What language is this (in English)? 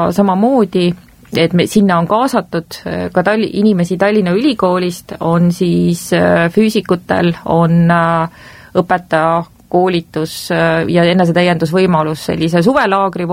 Estonian